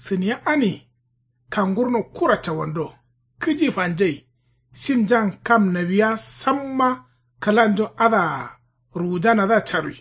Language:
Kanuri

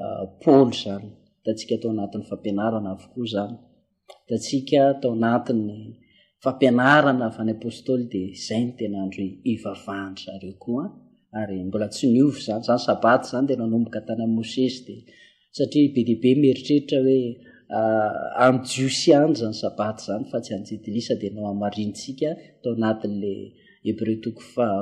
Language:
Malagasy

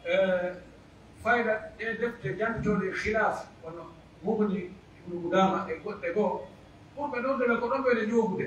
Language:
Pular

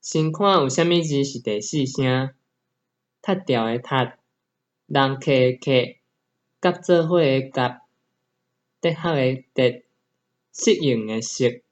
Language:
Min Nan Chinese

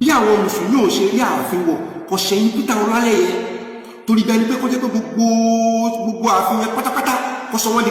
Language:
Yoruba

